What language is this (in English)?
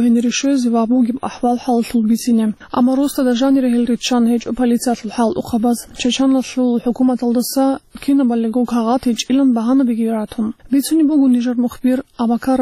Avaric